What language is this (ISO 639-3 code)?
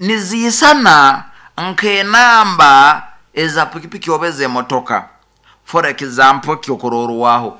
nyo